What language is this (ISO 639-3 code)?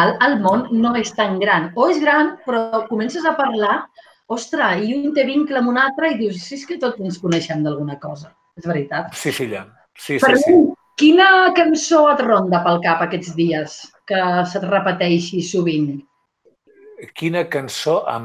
cat